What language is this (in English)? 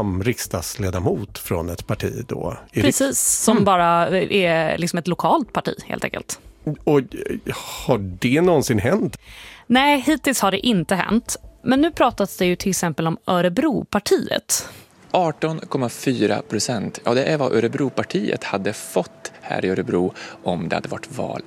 Swedish